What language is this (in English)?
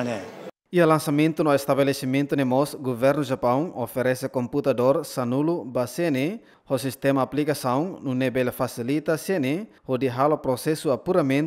Tetum